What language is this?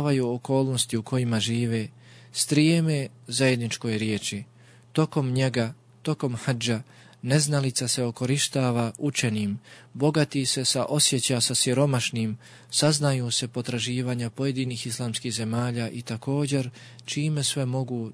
Bosnian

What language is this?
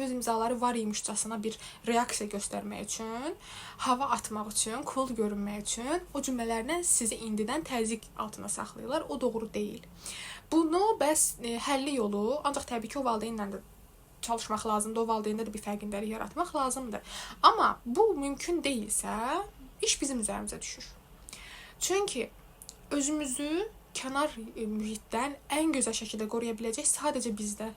Azerbaijani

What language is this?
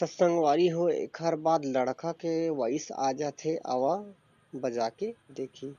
Chhattisgarhi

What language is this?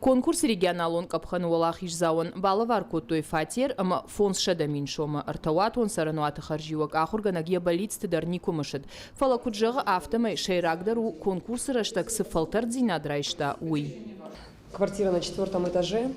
Ossetic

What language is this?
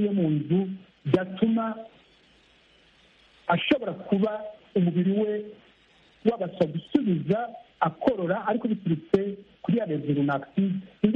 Kinyarwanda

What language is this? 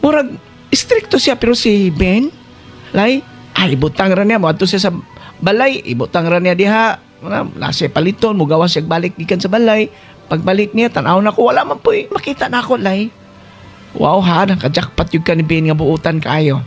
Cebuano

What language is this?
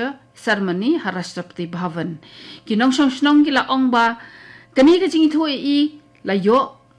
Khasi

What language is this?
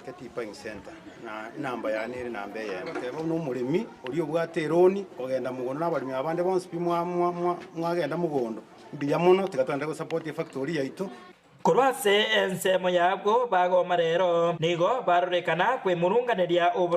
Gusii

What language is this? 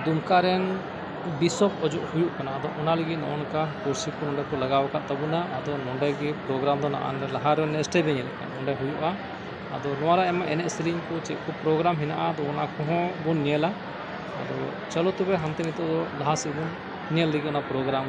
Santali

